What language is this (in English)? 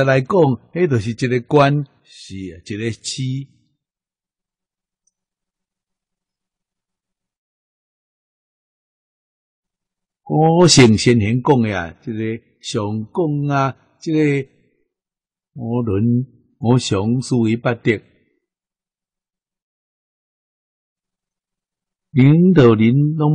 Min Nan Chinese